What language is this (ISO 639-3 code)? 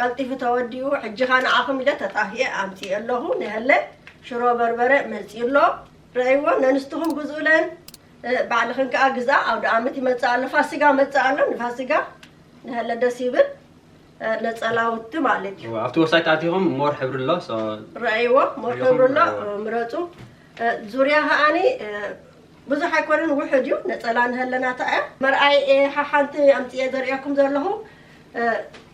tir